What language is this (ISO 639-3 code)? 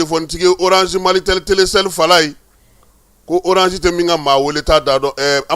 bam